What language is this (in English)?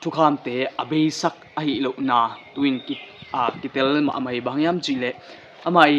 Tedim Chin